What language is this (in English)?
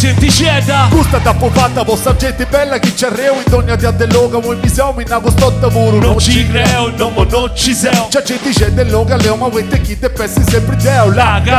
Sardinian